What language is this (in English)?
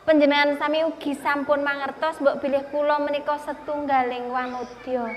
Javanese